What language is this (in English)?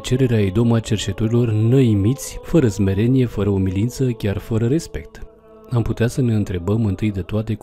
Romanian